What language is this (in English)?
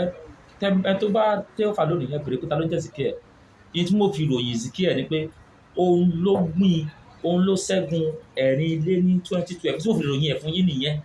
Yoruba